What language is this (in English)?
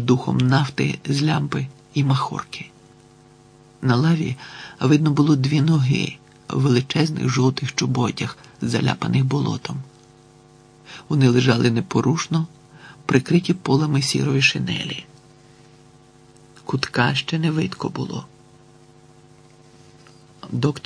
Ukrainian